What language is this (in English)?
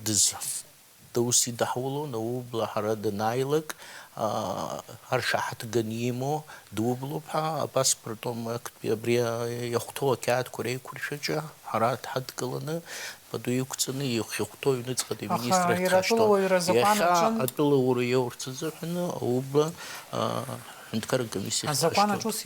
Abkhazian